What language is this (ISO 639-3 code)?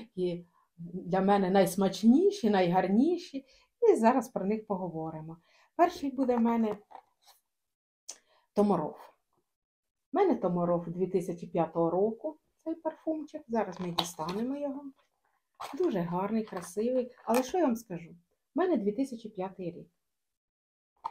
ukr